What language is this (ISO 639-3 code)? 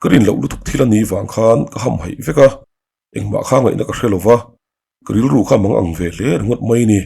lus